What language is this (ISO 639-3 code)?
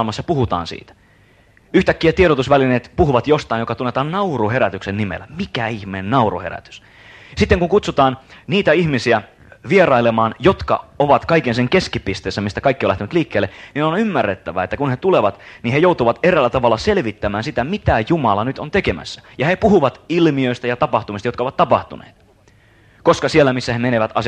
fin